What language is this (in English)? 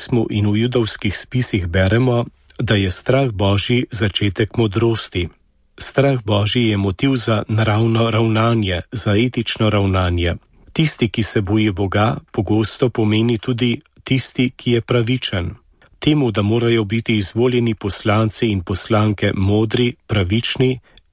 Slovenian